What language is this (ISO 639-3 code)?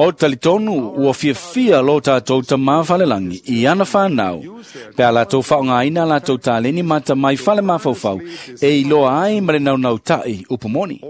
smo